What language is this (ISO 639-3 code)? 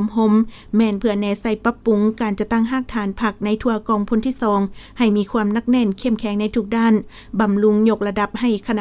lao